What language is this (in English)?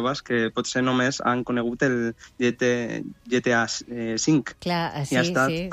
Catalan